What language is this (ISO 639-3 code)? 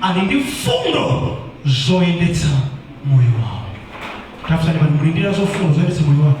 nya